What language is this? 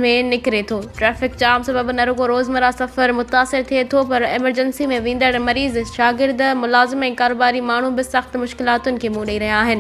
Sindhi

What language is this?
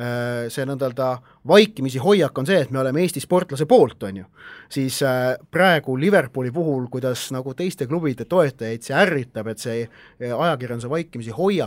Estonian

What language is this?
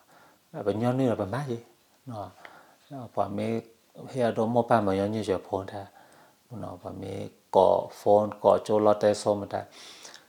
S'gaw Karen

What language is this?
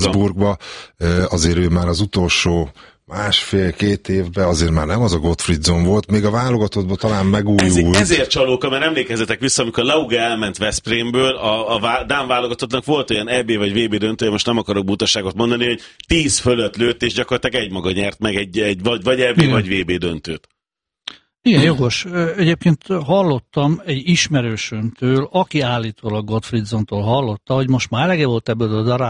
Hungarian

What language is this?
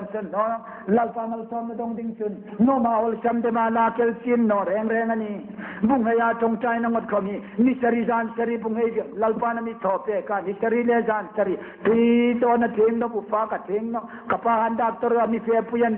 Hmar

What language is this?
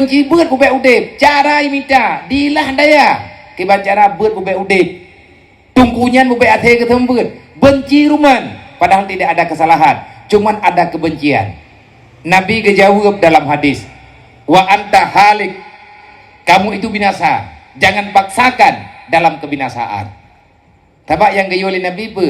Achinese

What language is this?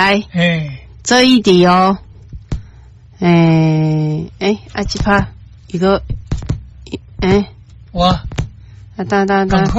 Min Nan Chinese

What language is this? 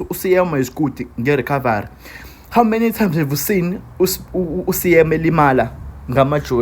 Zulu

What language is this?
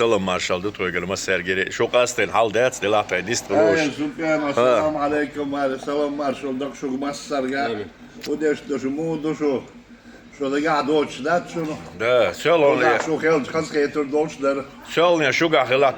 Chechen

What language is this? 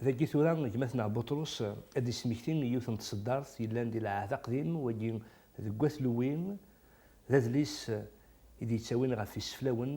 Kabyle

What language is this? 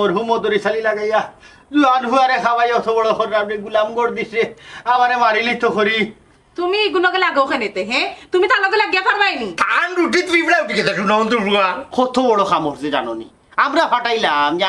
Sylheti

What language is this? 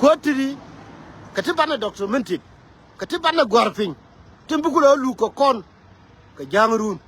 Nuer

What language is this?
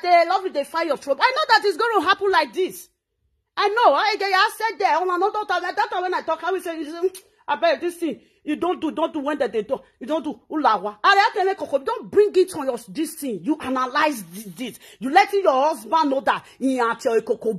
Nigerian Pidgin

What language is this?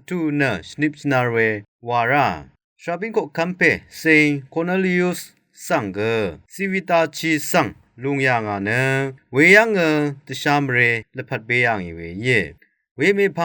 Rawang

